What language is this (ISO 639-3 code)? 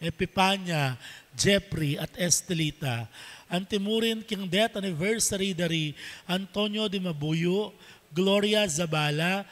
pam